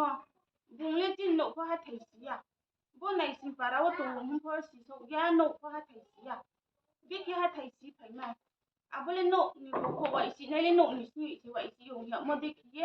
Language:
Riang (India)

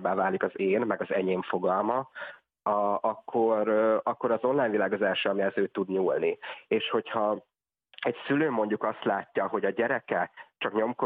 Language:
Hungarian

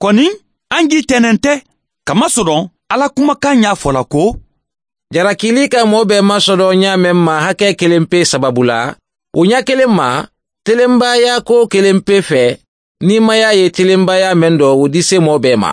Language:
Mandingo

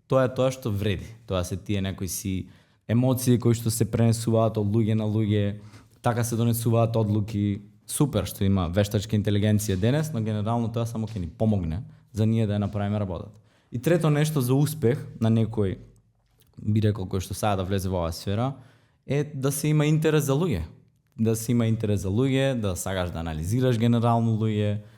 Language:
Macedonian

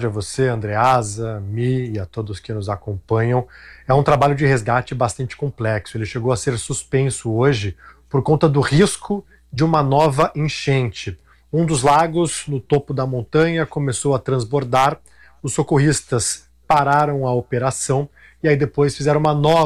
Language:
Portuguese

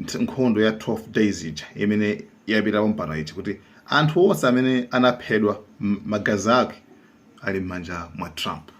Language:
Nyanja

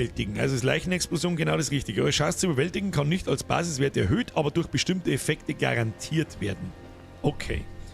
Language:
Bavarian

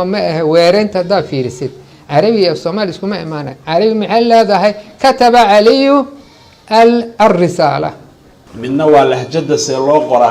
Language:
Somali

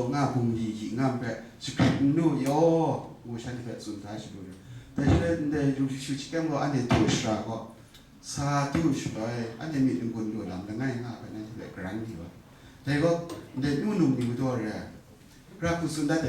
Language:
Kachin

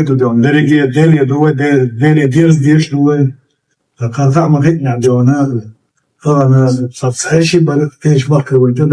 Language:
Chechen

